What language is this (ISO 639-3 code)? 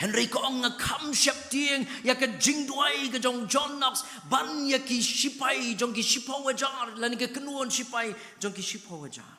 kha